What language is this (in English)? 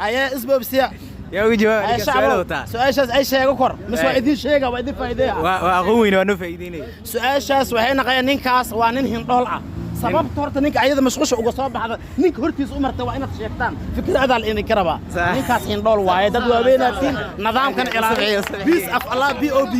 Somali